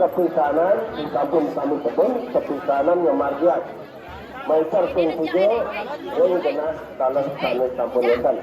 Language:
Balinese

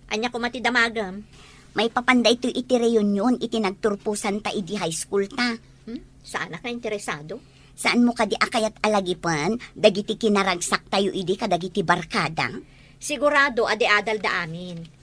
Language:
Iloko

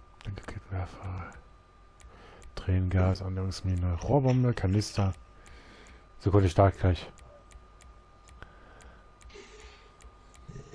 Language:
German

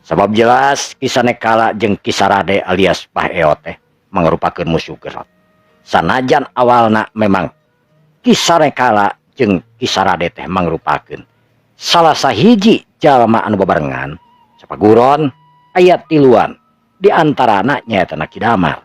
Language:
Sundanese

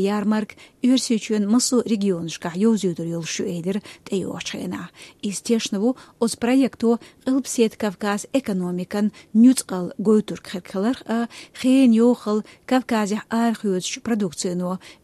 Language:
Chechen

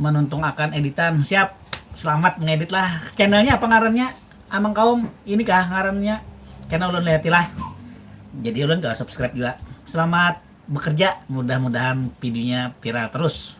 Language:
Banjar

